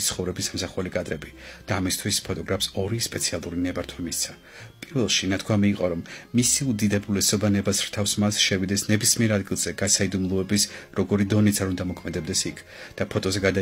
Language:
Georgian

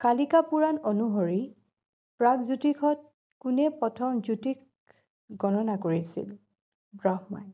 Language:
Assamese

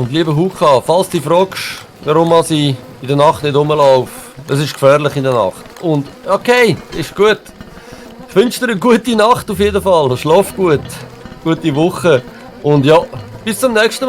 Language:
Swiss German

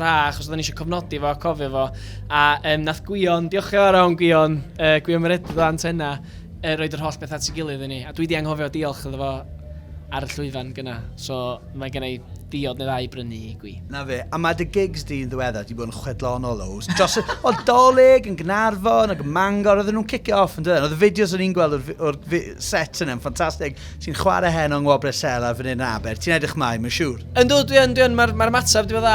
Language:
Welsh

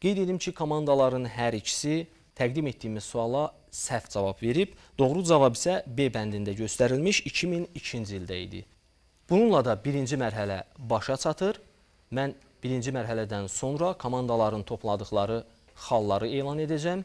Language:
Azerbaijani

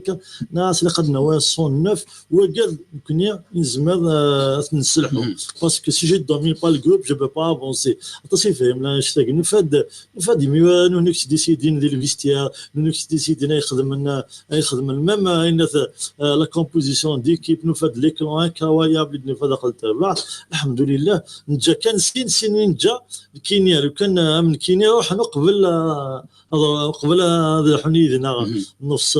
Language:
Kabyle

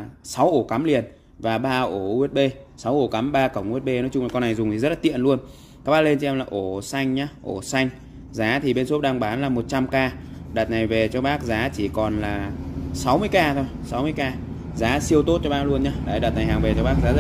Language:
Vietnamese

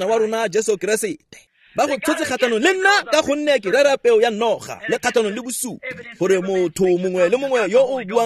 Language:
Tswana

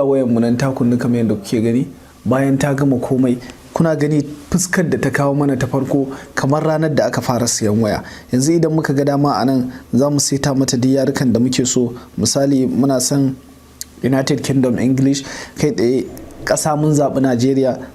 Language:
Hausa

